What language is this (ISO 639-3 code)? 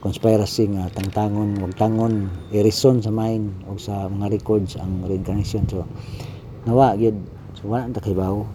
ceb